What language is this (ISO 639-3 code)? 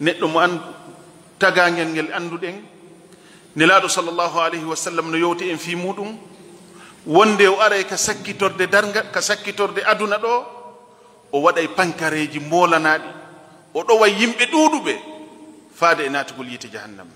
ful